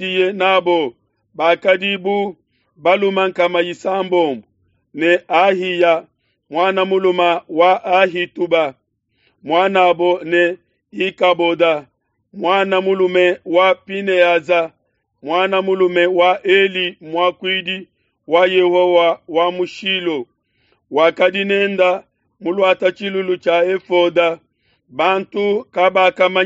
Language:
Luba-Lulua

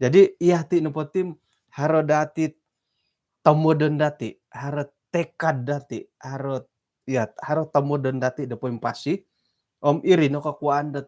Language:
Central Dusun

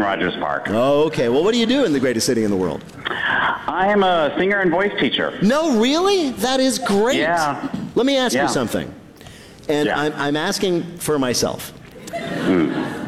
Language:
English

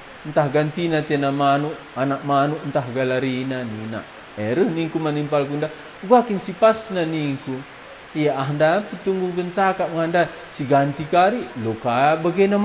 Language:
Batak Karo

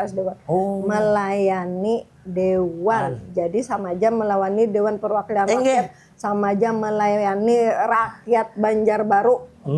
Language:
Banjar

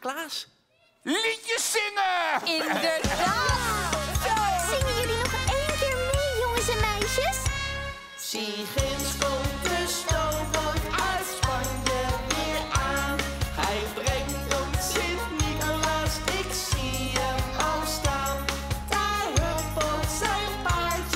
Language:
Dutch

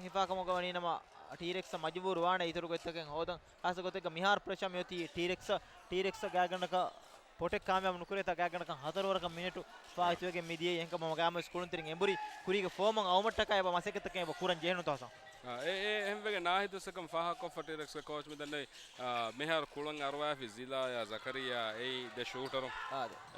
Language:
Divehi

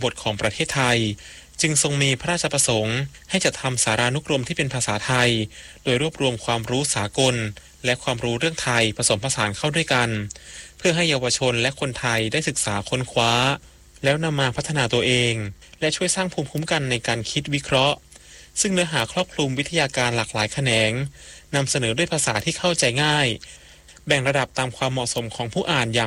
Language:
Thai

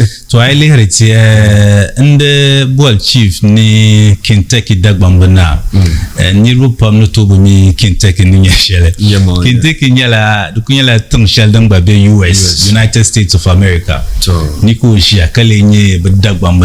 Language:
Dagbani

